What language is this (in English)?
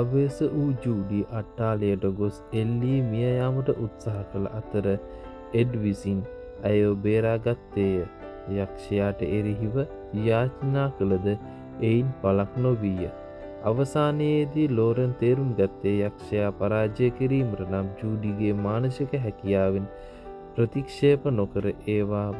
Sinhala